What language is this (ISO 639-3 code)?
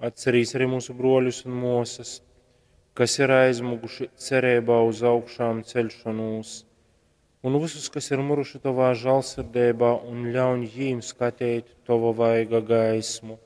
ltg